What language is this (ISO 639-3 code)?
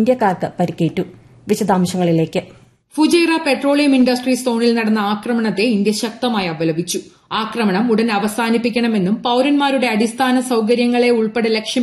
mal